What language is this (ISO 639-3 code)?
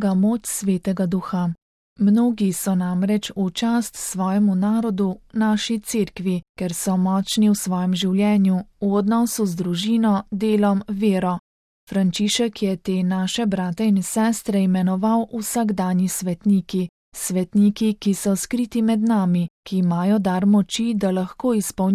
slv